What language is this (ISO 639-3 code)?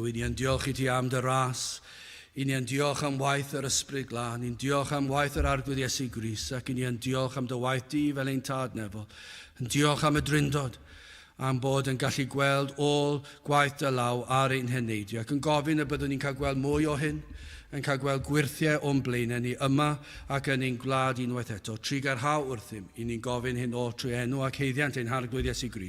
cym